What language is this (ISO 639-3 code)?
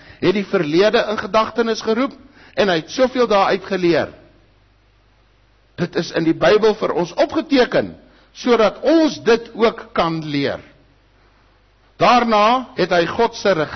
afr